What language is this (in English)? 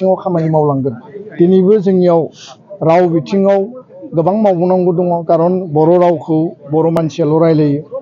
Bodo